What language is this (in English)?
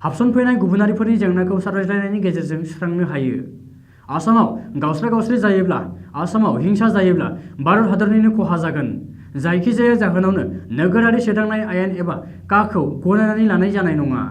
Bodo